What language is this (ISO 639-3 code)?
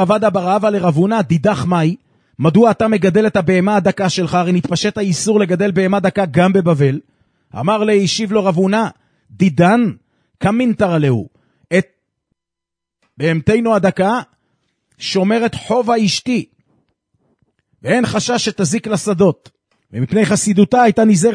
heb